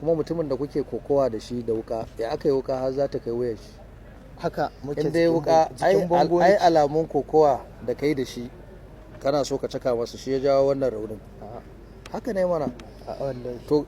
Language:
Hausa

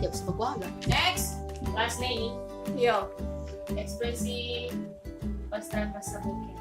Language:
Manado Malay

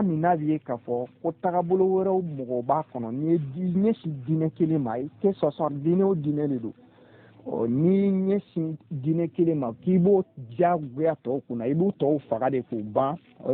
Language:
Bambara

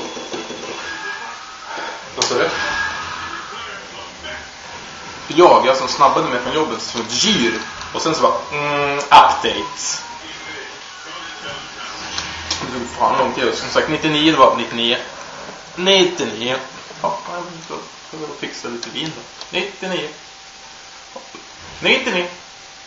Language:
Swedish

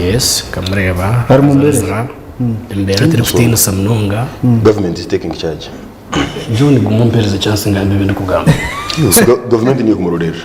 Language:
Nyankole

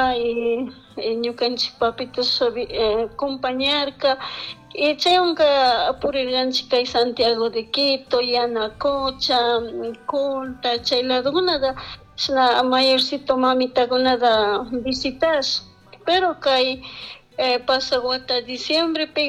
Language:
Chimborazo Highland Quichua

